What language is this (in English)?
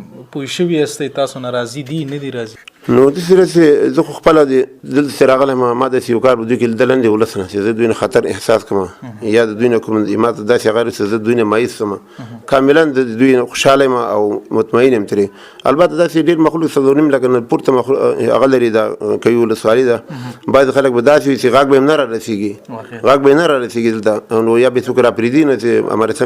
Pashto